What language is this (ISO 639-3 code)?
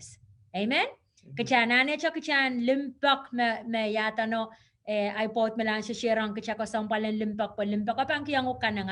pon